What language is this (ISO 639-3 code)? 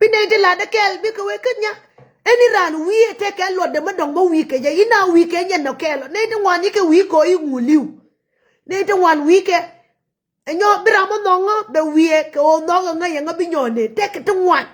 nus